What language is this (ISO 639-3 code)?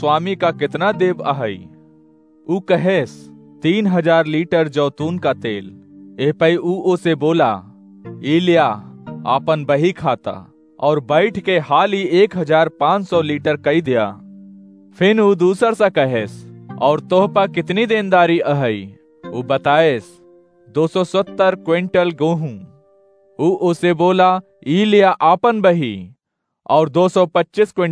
awa